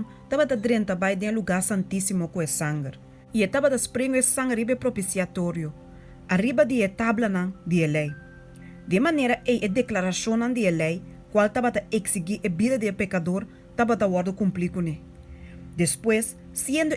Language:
Papiamento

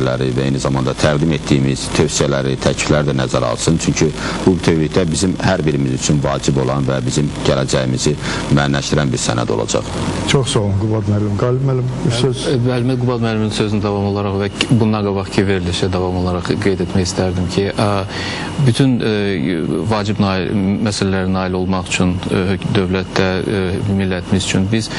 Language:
Azerbaijani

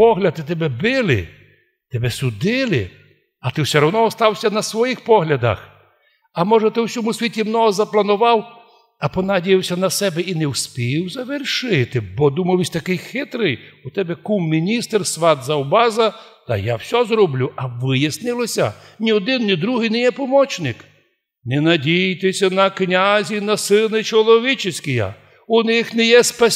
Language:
Rusyn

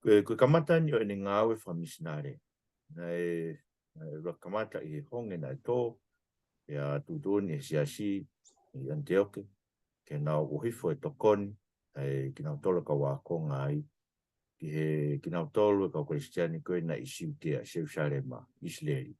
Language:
Tongan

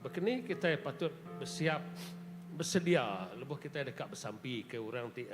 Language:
Iban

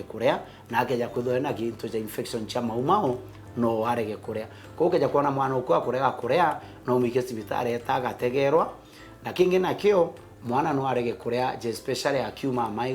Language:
Meru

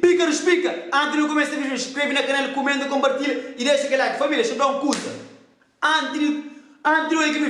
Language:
Kabuverdianu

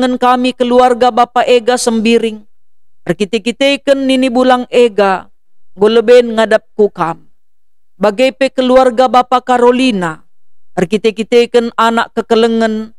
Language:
Batak Karo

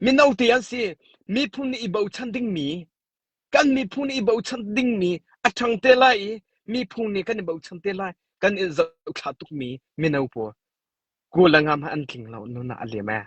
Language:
Hakha Chin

